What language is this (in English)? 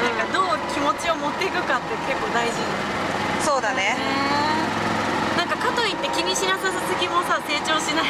Japanese